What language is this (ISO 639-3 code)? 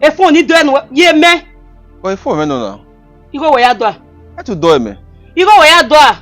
bin